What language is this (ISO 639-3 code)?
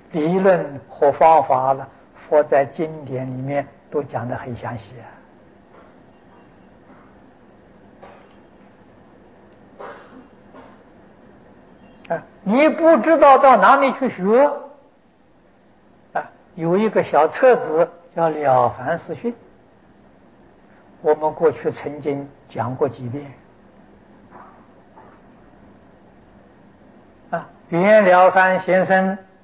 zho